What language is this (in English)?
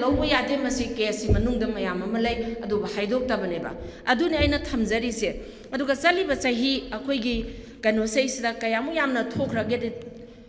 Manipuri